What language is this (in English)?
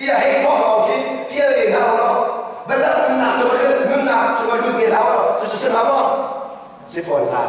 Hakha Chin